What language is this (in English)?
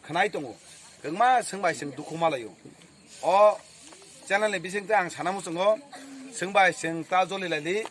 Kok Borok